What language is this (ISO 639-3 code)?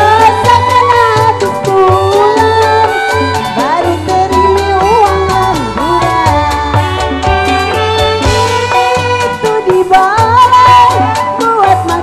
ind